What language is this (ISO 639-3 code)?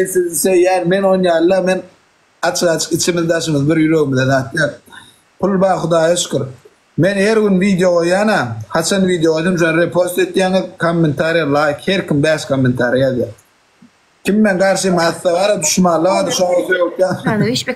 tuk